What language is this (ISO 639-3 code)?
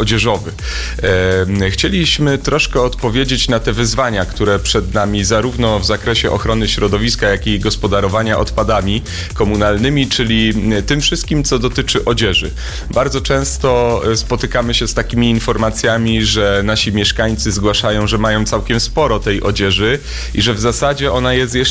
pol